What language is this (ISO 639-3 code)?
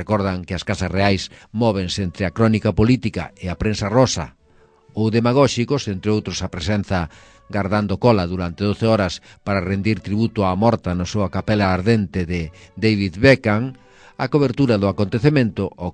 glg